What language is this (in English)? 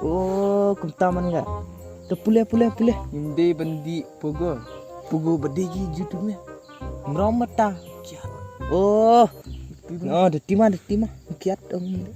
Khasi